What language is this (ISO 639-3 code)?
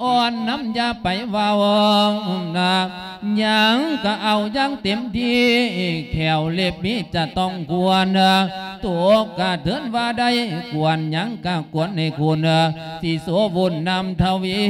lao